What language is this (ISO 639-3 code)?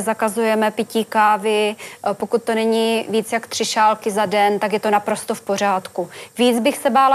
ces